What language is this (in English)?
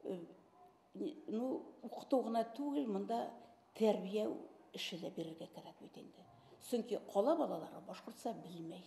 Bashkir